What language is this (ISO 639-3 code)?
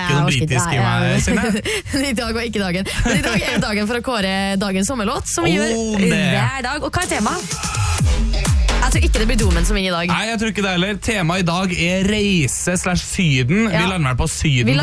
nor